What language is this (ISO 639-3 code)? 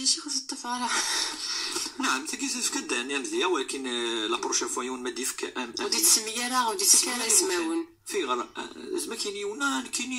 ary